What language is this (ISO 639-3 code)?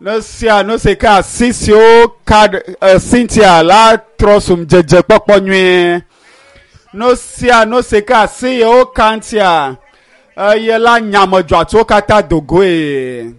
ewe